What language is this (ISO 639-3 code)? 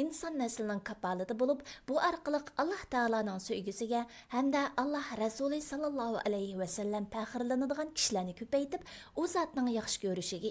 uig